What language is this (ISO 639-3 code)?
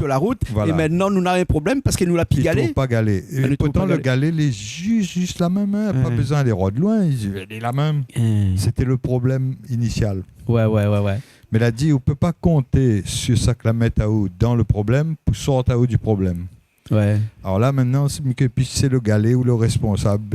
rcf